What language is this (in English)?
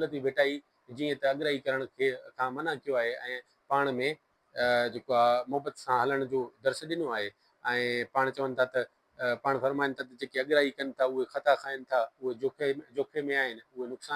Sindhi